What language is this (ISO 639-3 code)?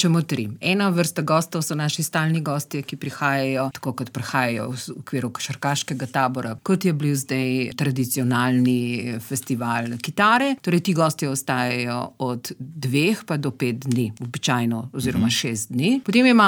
slv